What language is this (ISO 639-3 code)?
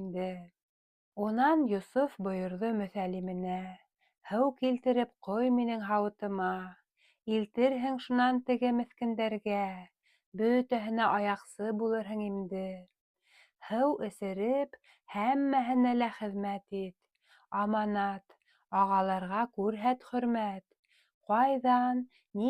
bak